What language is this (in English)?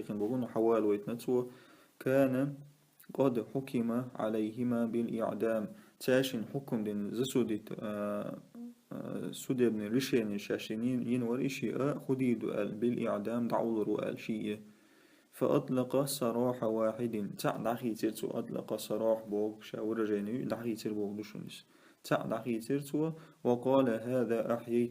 Chechen